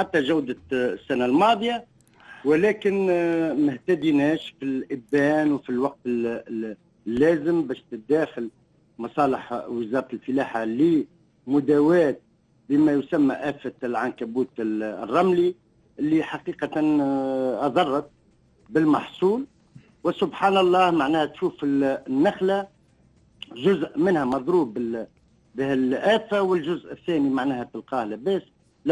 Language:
Tunisian Arabic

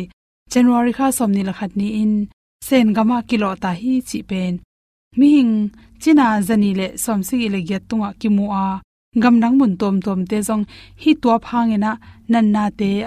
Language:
Tedim Chin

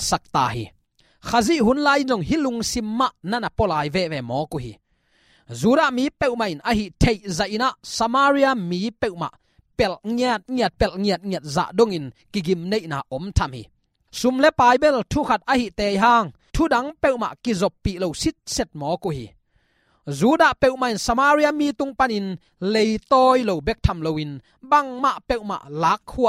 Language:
Tedim Chin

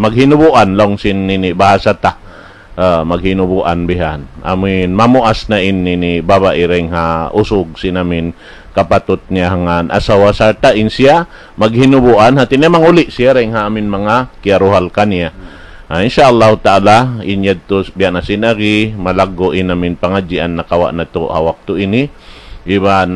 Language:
Tausug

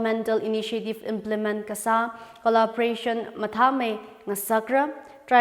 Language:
Tangkhul Naga (India)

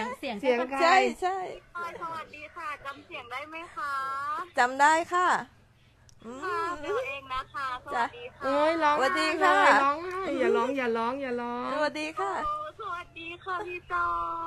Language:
Thai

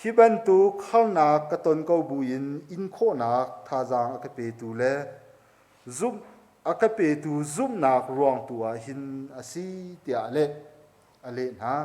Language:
Hakha Chin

